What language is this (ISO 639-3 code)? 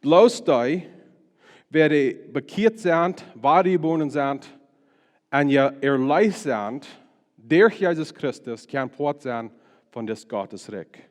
pdt